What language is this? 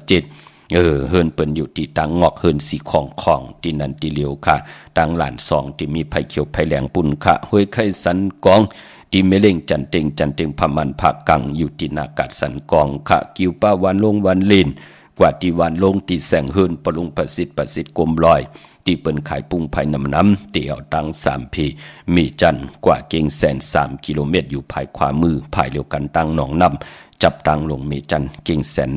Shan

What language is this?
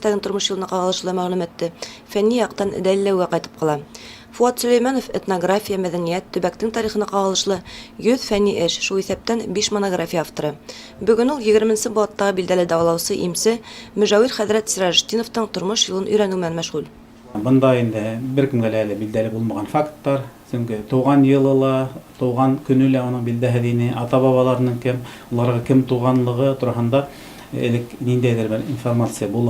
Bashkir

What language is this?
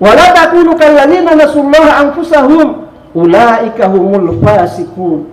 Buginese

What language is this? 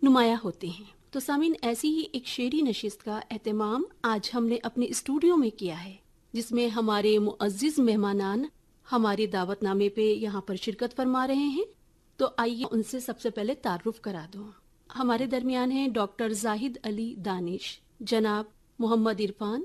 Urdu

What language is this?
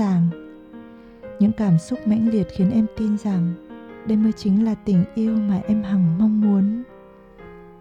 Vietnamese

